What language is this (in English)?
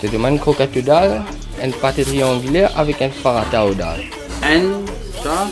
Morisyen